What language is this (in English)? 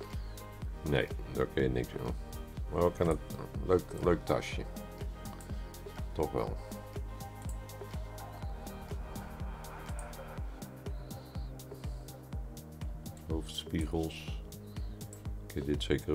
Dutch